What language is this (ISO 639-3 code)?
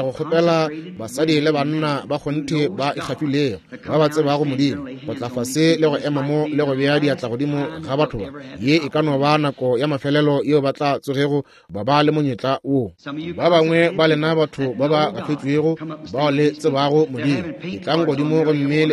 nso